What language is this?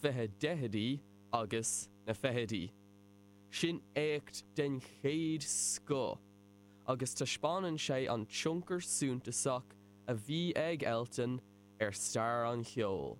Irish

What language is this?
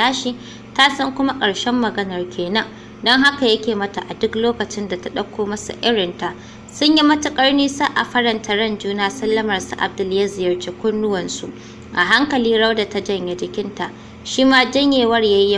Hausa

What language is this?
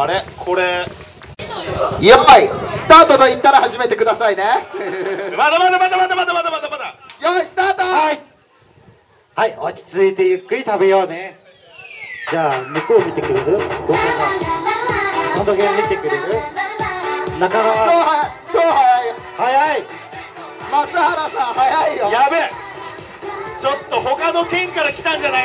Japanese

